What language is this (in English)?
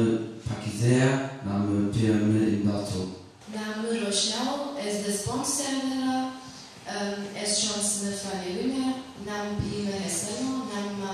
Zaza